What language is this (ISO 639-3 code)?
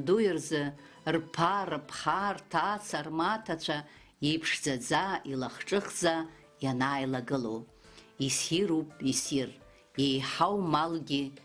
abk